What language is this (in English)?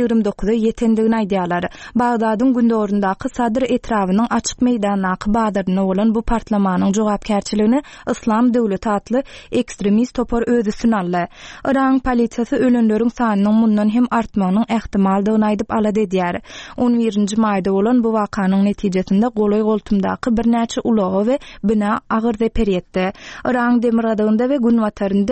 Turkmen